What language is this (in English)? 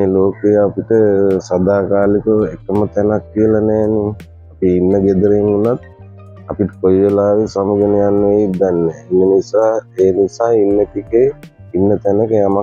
Sinhala